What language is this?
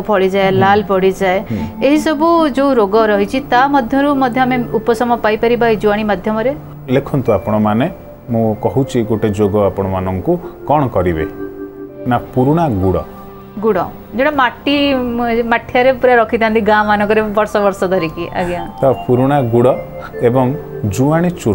Odia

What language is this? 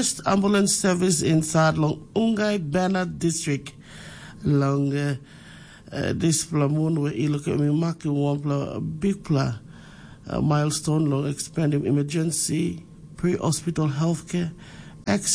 Tok Pisin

